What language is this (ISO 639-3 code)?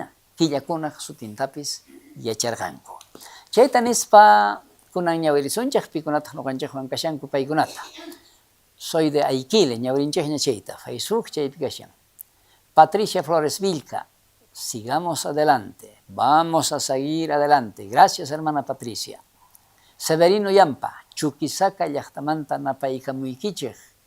quh